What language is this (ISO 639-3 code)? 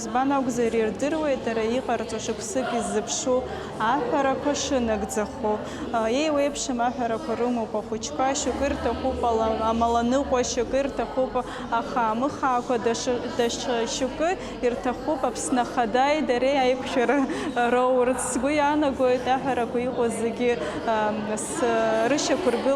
abk